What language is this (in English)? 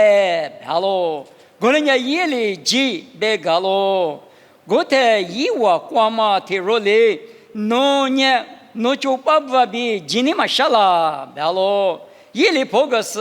Lisu